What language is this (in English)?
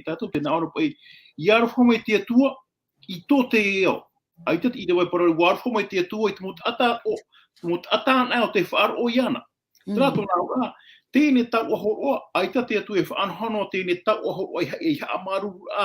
Tahitian